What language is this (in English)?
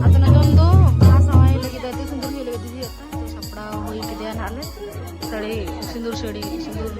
Santali